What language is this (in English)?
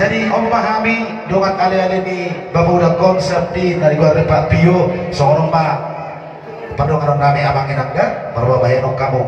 Batak Toba